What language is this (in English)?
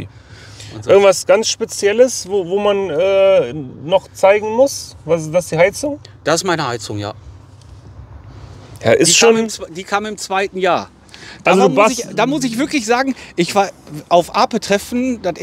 German